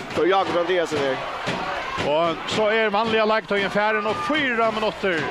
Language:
Faroese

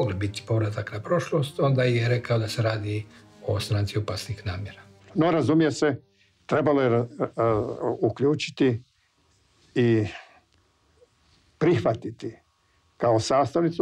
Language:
Croatian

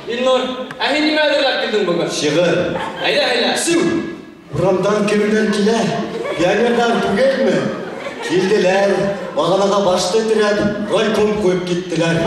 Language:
Bashkir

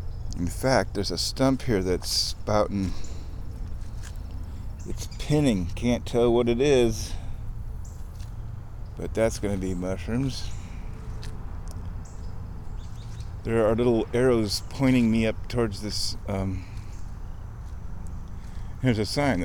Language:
English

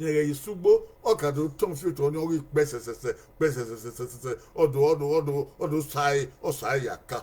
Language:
Bini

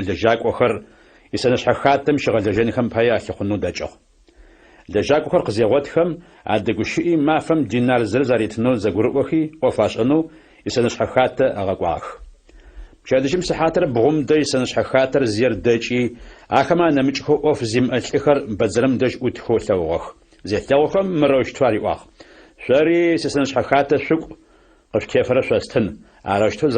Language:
Adyghe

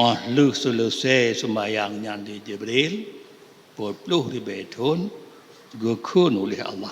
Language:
Achinese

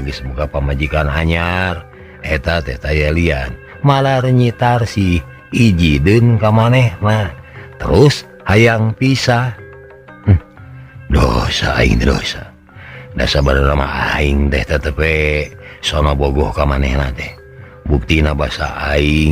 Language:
Sundanese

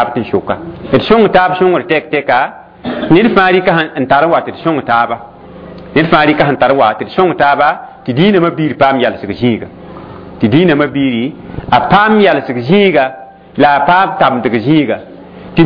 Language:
Mossi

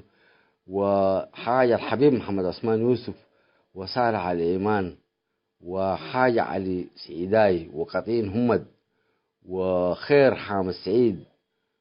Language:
Tigre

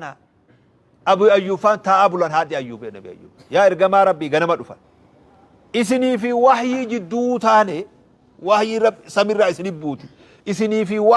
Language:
Oromo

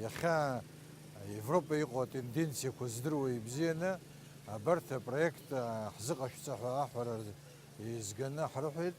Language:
Abkhazian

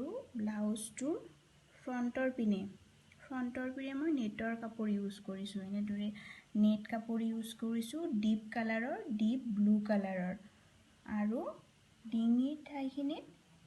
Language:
Assamese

